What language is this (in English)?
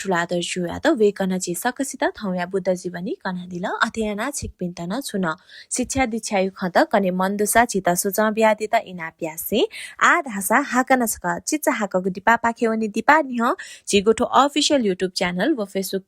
Newari